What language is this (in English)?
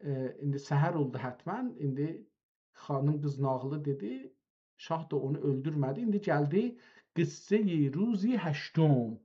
South Azerbaijani